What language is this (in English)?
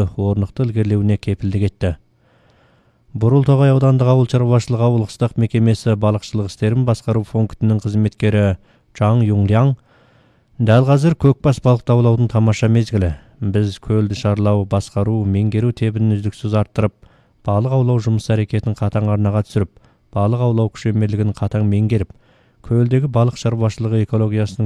Kazakh